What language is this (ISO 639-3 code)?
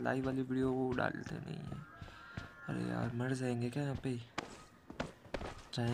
hin